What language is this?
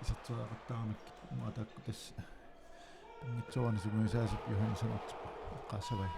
Kalaallisut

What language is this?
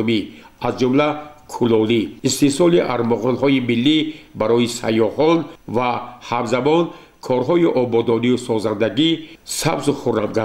Tajik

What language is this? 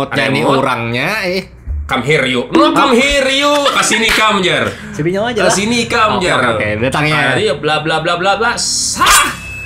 Banjar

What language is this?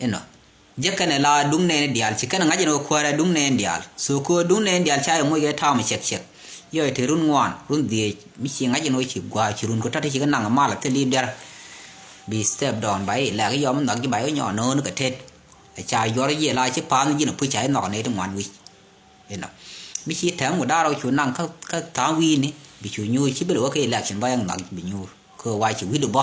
Nuer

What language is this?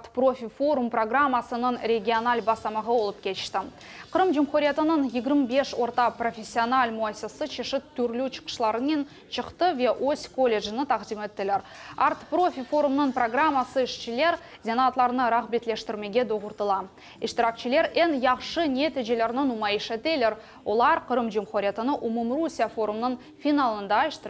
Crimean Tatar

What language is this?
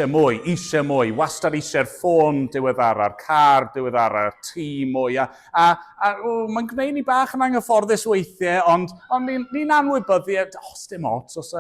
Welsh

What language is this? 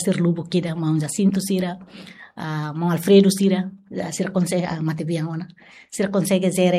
Tetum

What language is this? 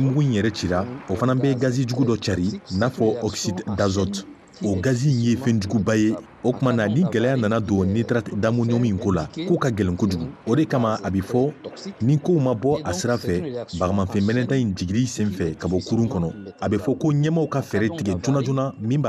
Bambara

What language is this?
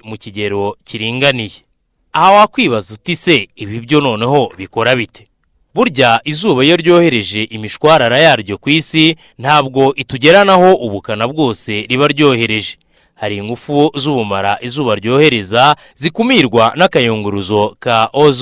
Kinyarwanda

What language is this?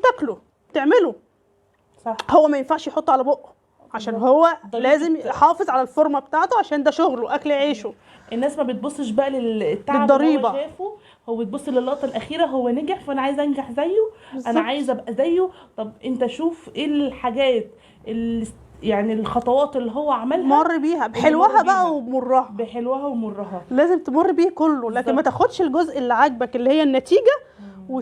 Egyptian Arabic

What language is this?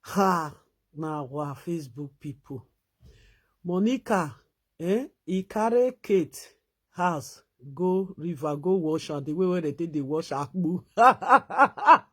Nigerian Pidgin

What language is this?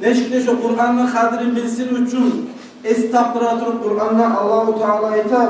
Kumyk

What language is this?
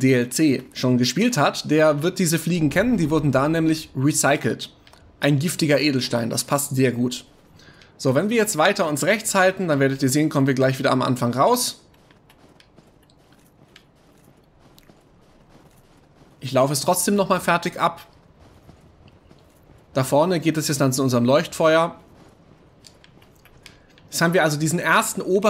German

